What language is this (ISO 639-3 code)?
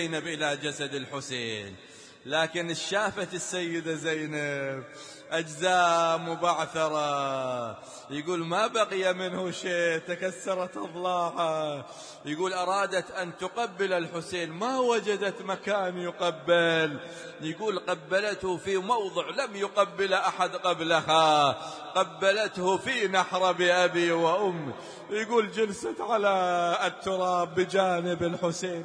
ara